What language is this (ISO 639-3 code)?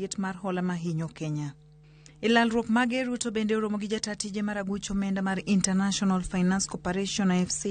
luo